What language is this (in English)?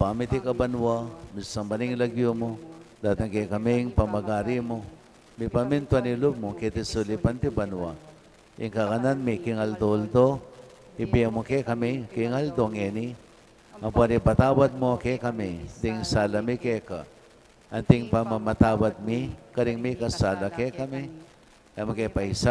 Pampanga